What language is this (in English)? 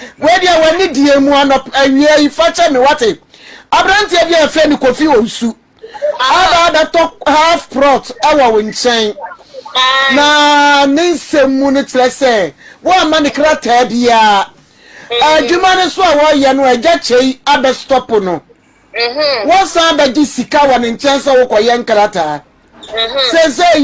Akan